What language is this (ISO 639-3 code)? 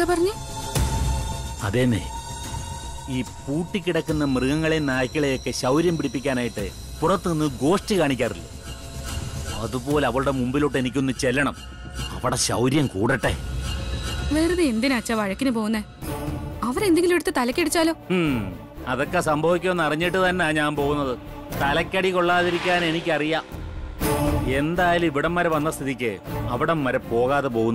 mal